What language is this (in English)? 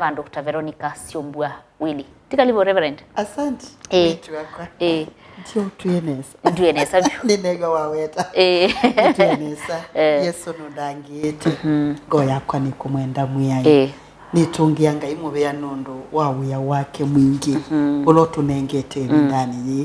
Kamba